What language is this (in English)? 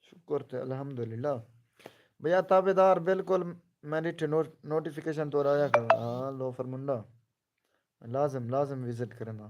Saraiki